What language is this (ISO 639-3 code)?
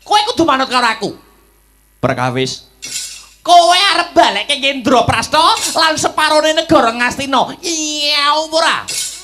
jav